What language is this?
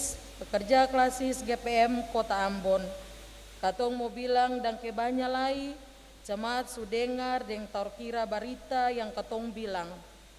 Ambonese Malay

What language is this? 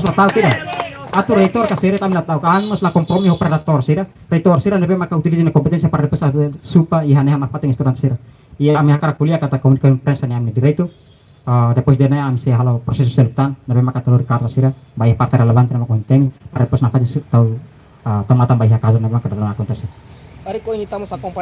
Tetum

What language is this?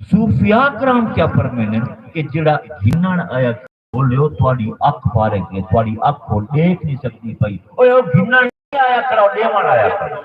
Saraiki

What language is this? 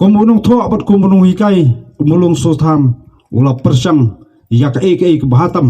Khasi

